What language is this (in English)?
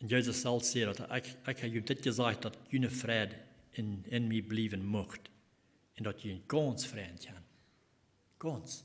Plautdietsch